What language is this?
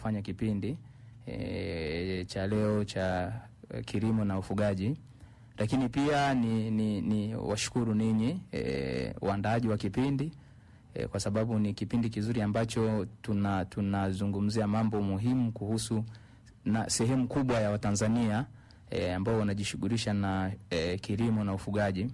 Swahili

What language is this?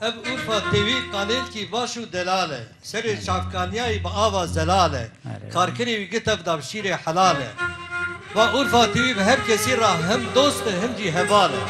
Kurdish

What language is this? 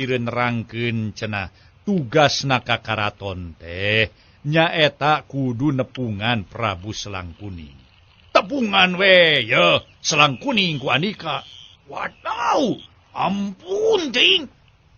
Sundanese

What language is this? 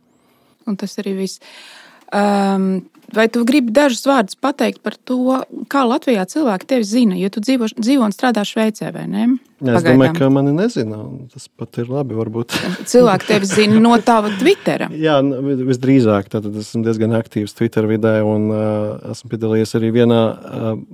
Latvian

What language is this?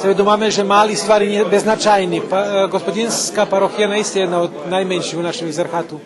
Rusyn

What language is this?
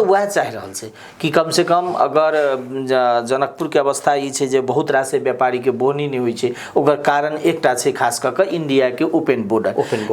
Maithili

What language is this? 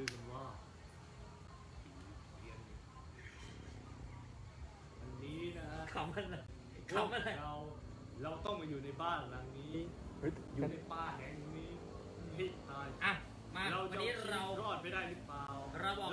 Thai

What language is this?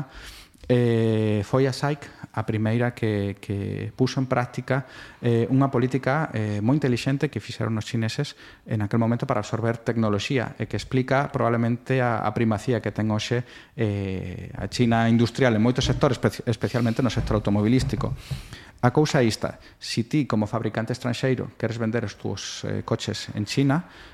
Galician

